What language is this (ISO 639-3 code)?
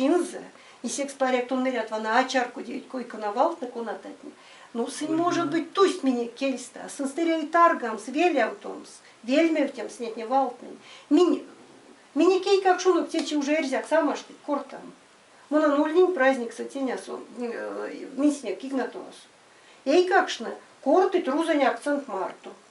myv